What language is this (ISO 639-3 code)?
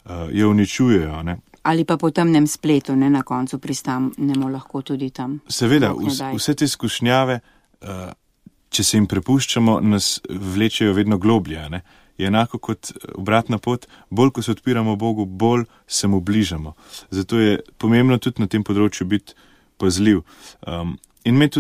slv